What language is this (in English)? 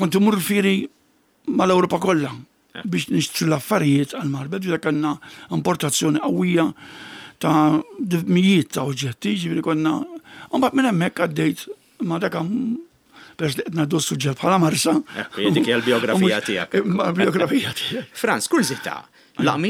Maltese